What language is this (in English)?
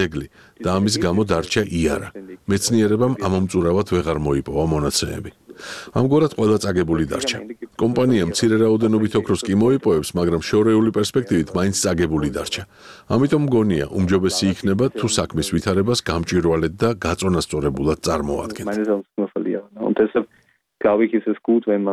Georgian